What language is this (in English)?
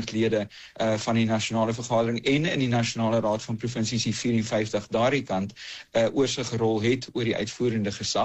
Afrikaans